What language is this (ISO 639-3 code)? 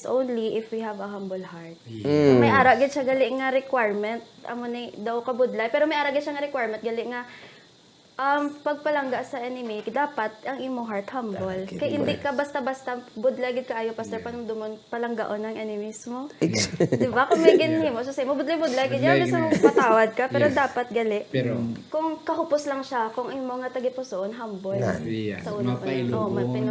hil